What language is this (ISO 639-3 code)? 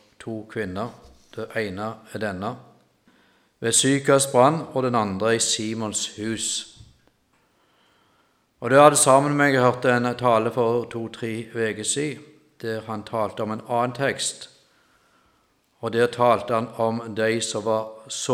nor